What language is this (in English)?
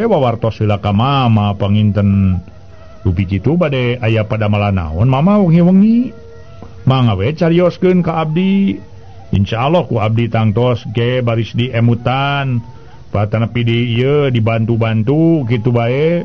Sundanese